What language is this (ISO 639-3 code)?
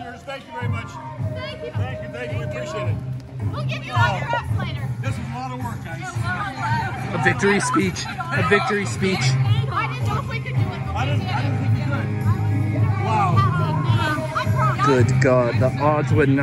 eng